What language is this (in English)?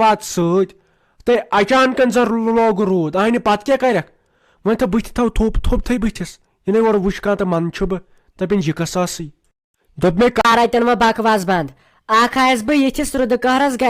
Kashmiri